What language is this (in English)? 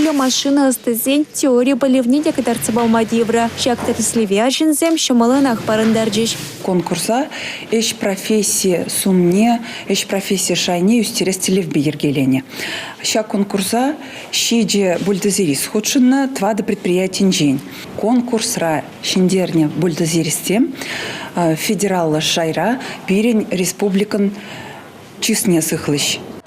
Chuvash